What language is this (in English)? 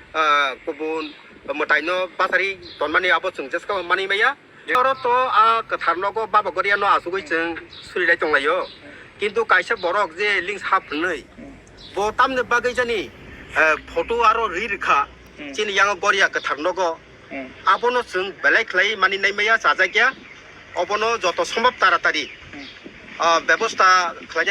Kok Borok